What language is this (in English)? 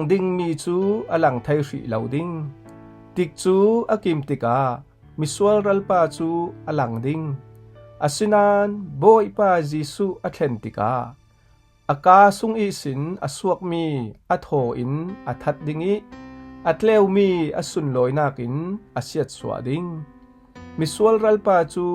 Falam Chin